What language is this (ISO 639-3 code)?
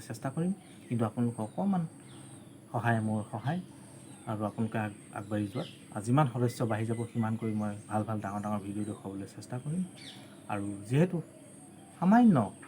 asm